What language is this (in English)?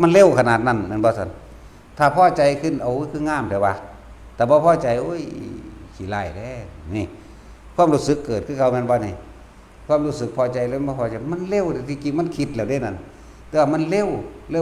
Northeastern Thai